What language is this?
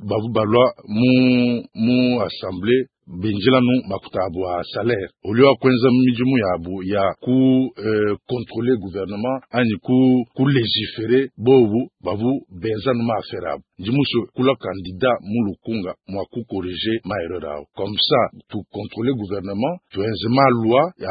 Luba-Lulua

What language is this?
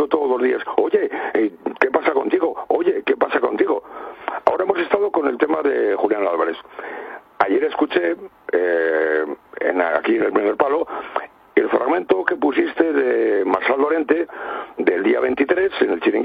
Spanish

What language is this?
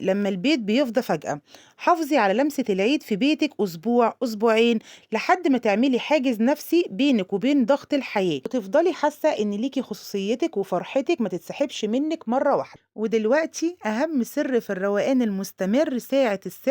Egyptian Arabic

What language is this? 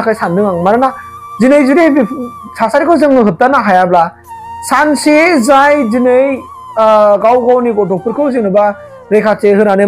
Bodo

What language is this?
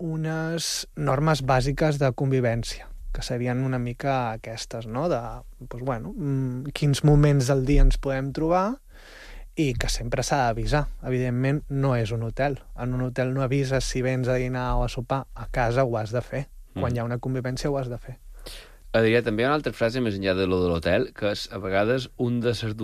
Catalan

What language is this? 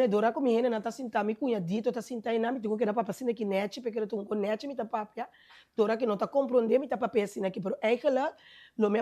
Papiamento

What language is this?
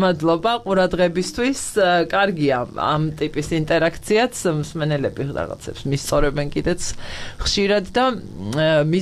Georgian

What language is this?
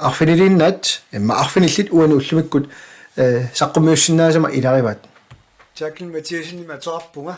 Kalaallisut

